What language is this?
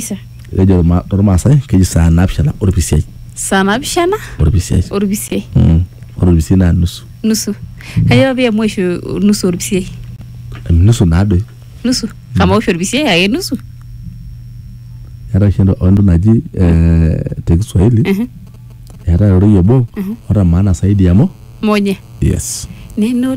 Masai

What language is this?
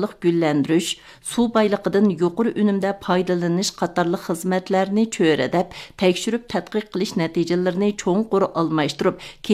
Uyghur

